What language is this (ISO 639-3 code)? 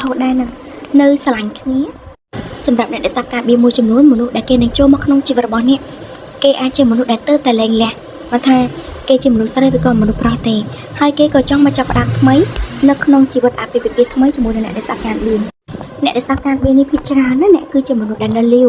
khm